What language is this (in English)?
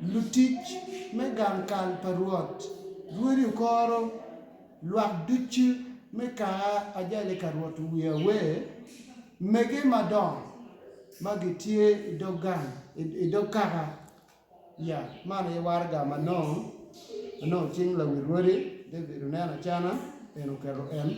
Acoli